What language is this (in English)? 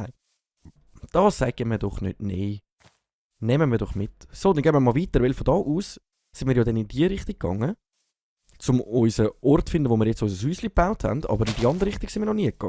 Swiss German